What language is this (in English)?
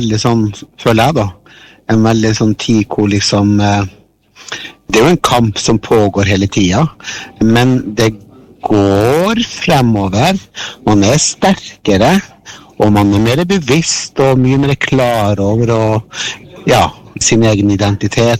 Norwegian